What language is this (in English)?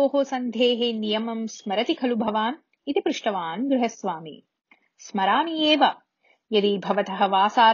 Sanskrit